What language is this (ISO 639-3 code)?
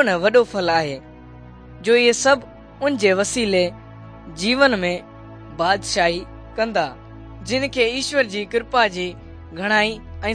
snd